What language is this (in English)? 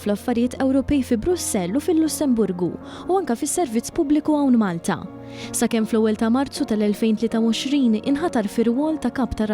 Maltese